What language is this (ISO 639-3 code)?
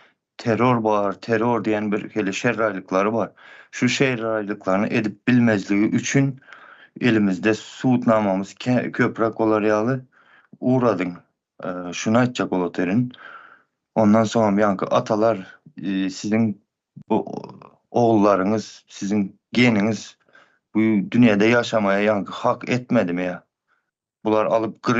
tuk